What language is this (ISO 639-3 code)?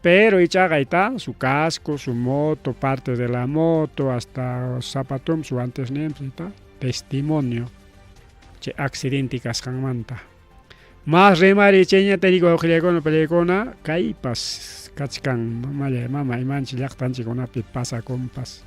quy